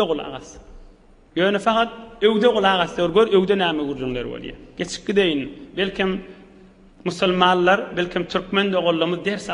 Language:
Turkmen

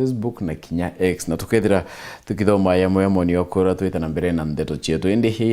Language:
Meru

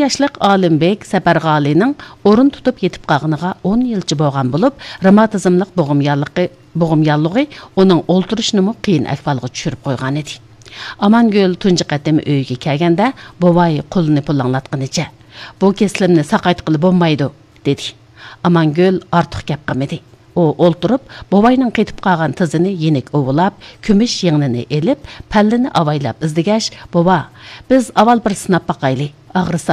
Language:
Uyghur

